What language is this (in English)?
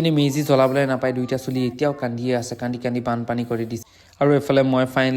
Assamese